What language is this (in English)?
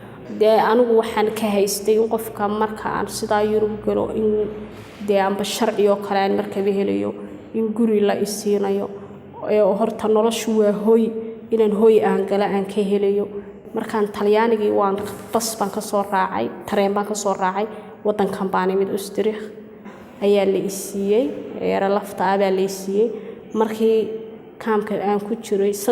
Somali